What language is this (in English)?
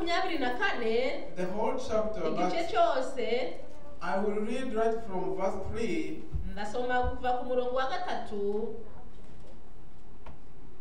Kinyarwanda